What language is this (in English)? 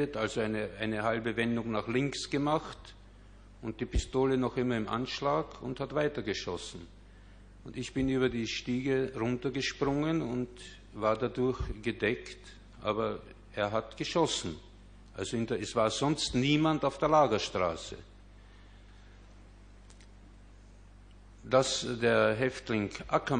German